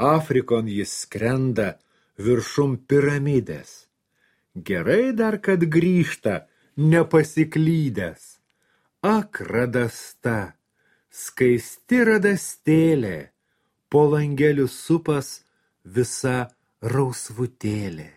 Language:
Lithuanian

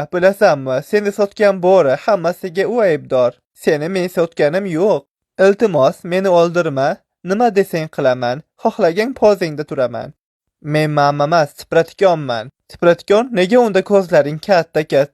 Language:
Uzbek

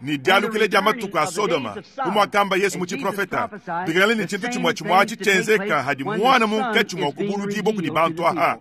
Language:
Luba-Lulua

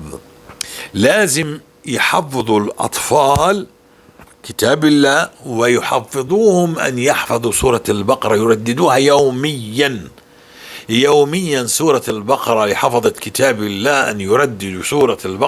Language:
North Levantine Arabic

